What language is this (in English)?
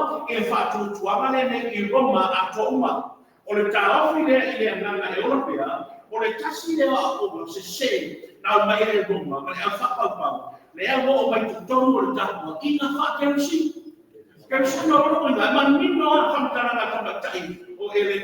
Samoan